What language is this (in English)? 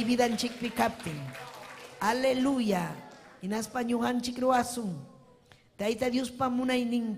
Ayacucho Quechua